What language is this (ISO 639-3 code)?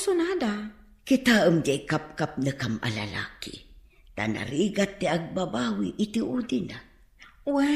ilo